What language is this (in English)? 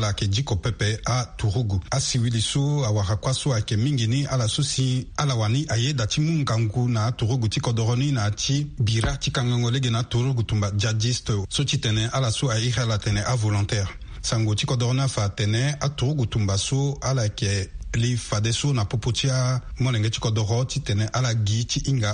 Sango